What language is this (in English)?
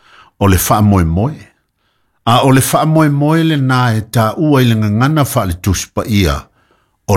Samoan